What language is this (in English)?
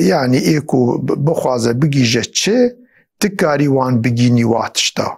Kurdish